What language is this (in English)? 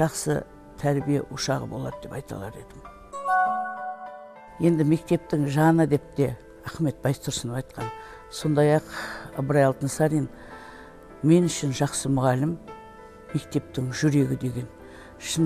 Kazakh